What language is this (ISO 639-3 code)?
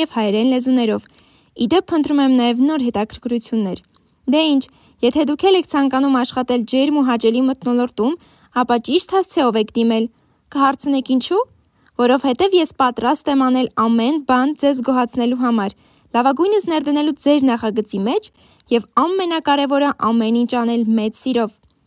hye